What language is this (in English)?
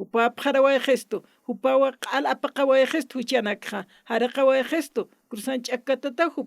Aymara